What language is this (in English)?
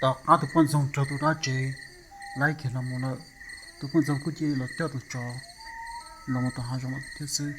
Hmong